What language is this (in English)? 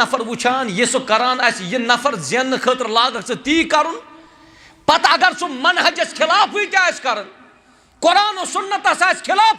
Kashmiri